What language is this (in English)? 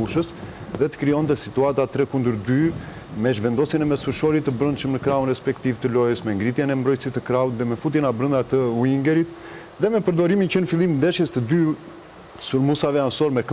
Albanian